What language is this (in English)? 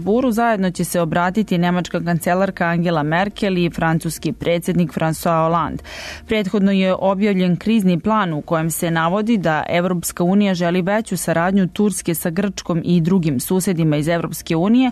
Serbian